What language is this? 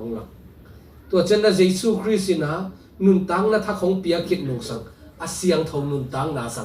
Tedim Chin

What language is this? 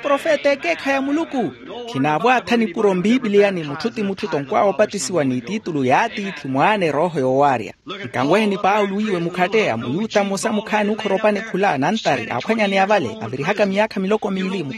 Makhuwa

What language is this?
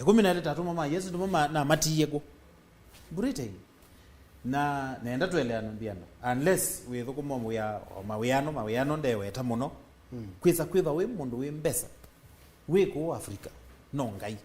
Kamba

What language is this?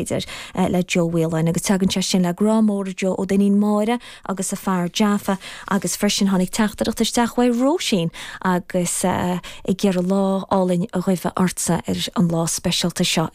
Irish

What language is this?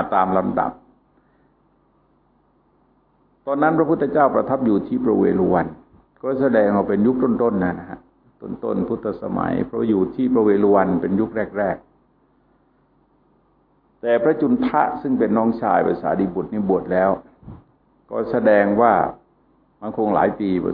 Thai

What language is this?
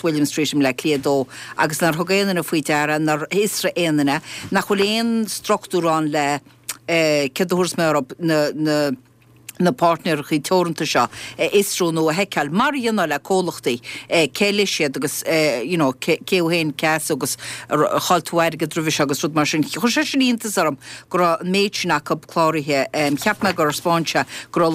Irish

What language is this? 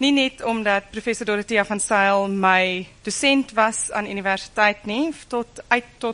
Afrikaans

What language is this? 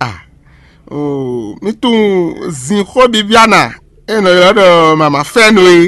Fon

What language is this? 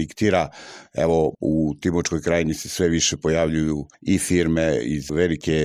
Serbian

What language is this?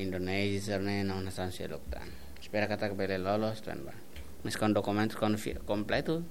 Tetum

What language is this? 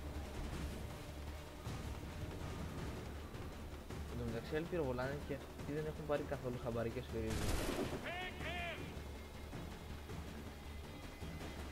Greek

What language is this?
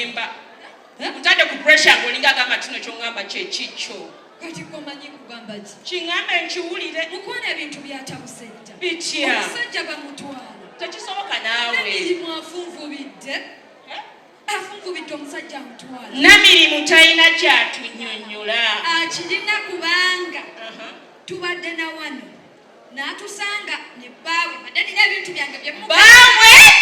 Ganda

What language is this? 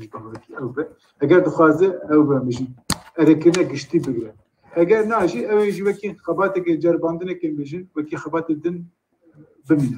Kurdish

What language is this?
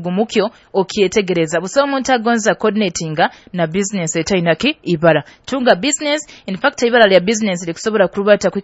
Nyoro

